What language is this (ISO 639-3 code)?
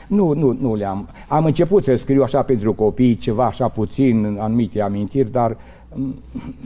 ron